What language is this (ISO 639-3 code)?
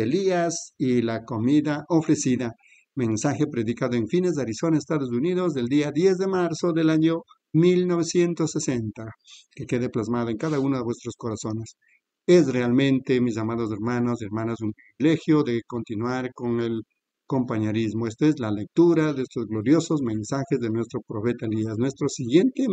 spa